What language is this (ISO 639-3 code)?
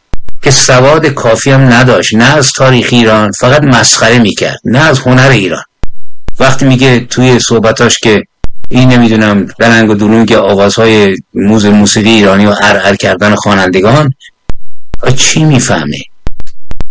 fas